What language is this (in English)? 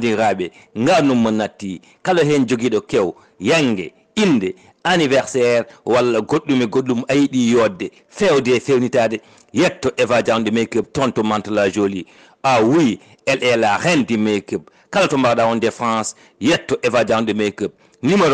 Fula